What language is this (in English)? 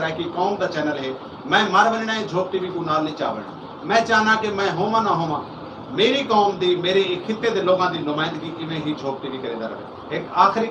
Saraiki